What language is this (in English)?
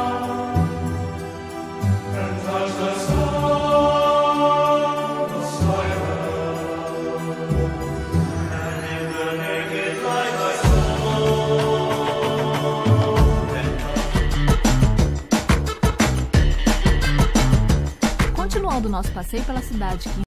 Portuguese